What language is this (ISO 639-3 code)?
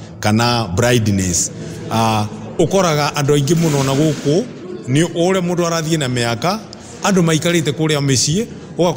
kik